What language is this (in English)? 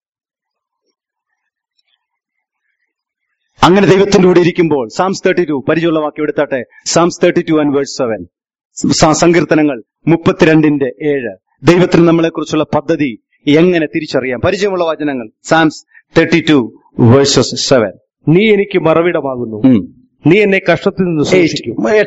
Malayalam